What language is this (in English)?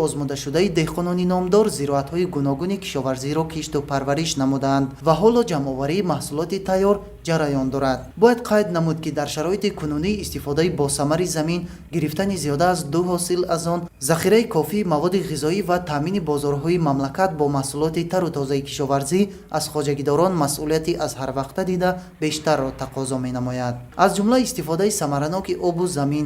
Tajik